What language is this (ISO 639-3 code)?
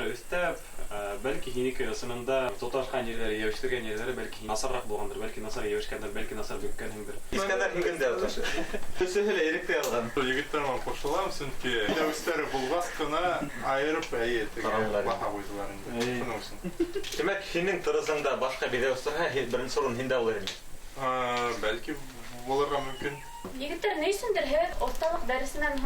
bak